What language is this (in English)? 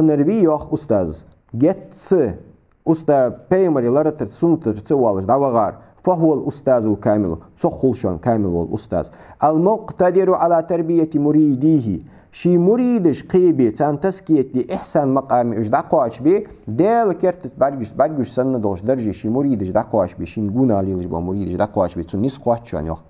Ingush